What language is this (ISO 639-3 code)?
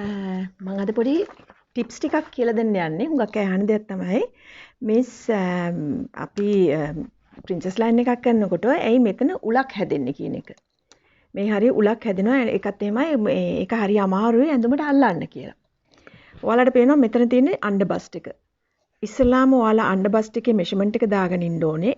sin